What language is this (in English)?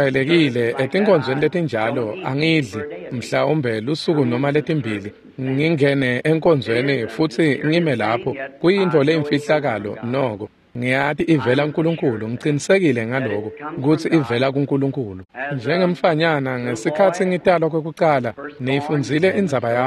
Swati